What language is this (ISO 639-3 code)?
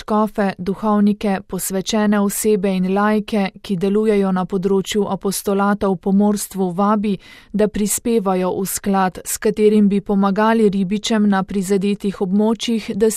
slv